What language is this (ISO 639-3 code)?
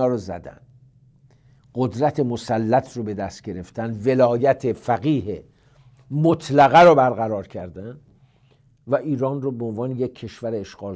fas